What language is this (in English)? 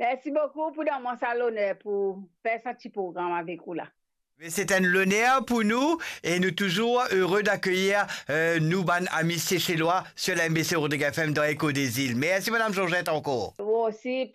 Morisyen